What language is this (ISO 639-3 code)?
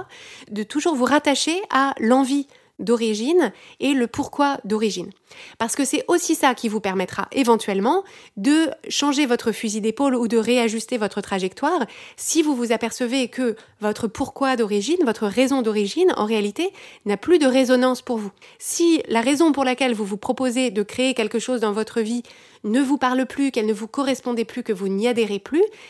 fra